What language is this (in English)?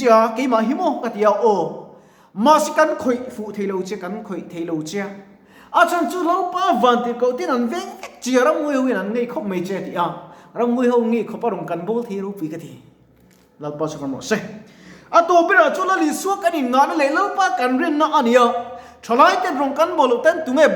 Mizo